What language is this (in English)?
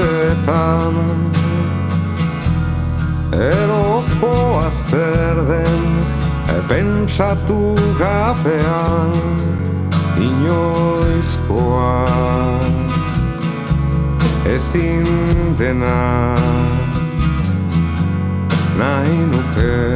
Basque